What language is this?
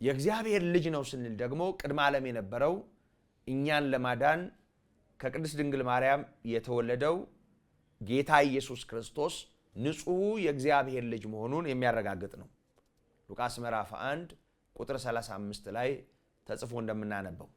Amharic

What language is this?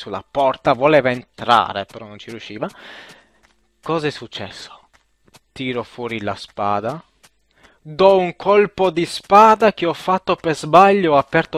Italian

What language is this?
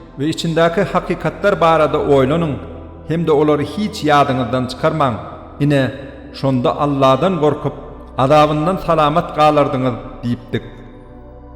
Turkmen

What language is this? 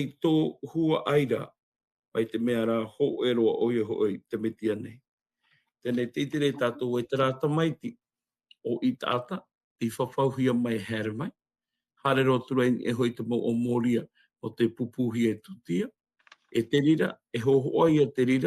Tahitian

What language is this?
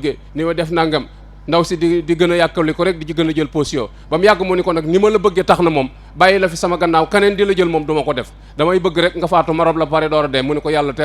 Wolof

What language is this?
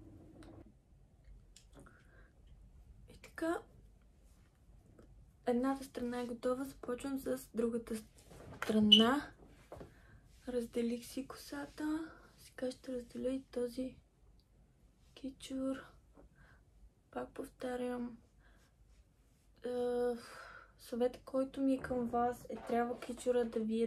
Bulgarian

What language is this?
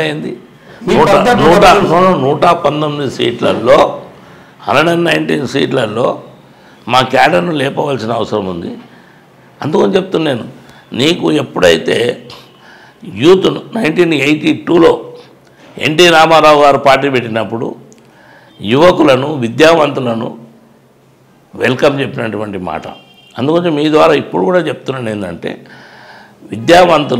Telugu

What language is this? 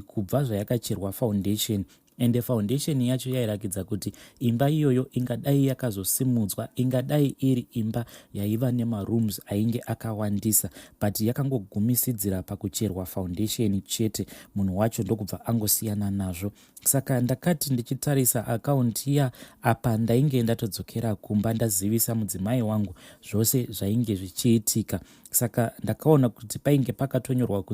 Shona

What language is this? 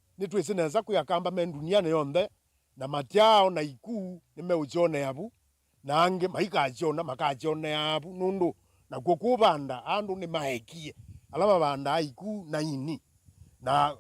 Kamba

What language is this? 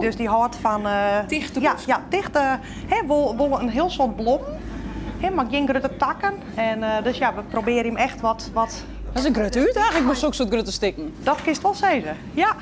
Western Frisian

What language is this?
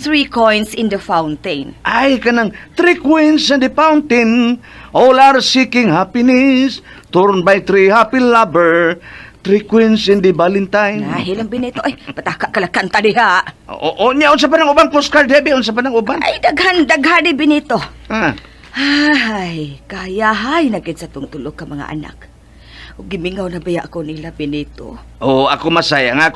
Cebuano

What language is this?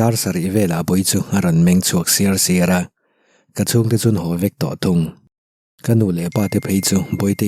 Mizo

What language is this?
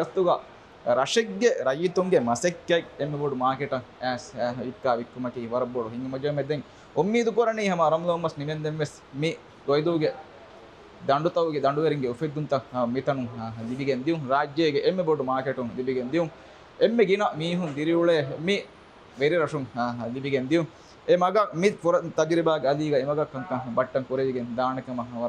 Divehi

